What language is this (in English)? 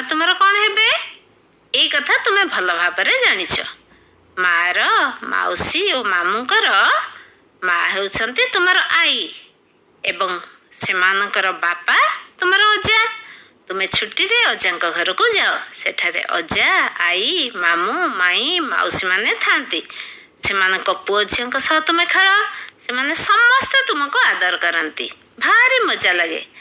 Odia